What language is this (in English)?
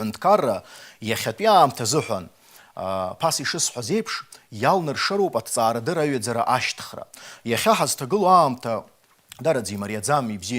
Abkhazian